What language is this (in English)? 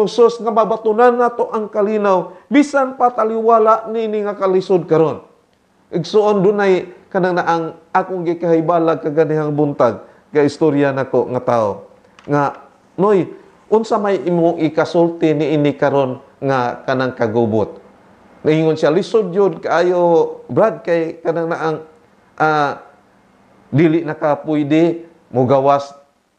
Cebuano